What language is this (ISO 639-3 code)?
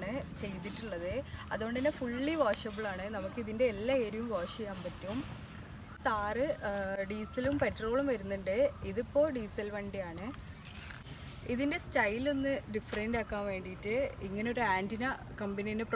mal